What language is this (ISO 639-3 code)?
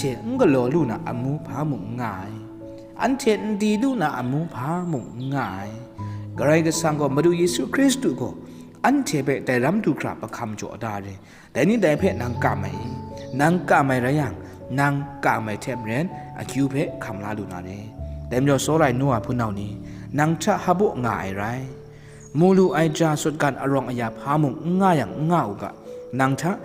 kac